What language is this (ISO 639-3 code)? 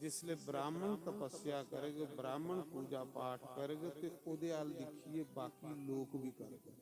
doi